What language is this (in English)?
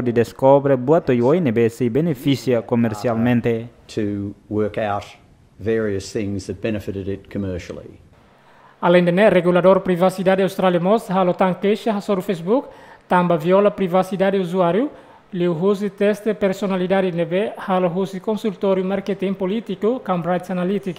Tetum